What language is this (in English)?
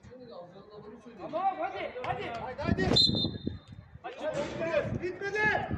Turkish